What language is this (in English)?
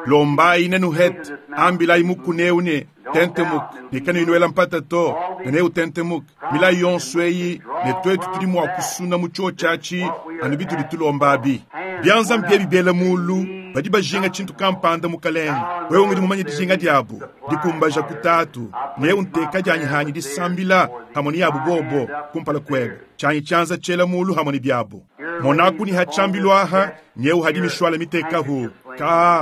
Luba-Lulua